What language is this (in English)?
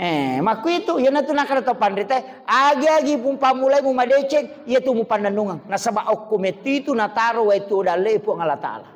Buginese